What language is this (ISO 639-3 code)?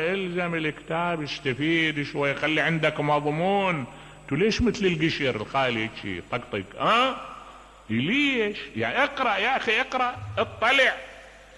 acm